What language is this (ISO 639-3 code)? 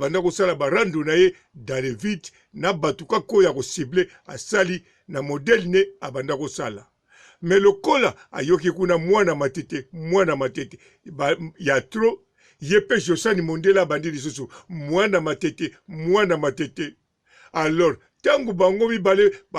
lin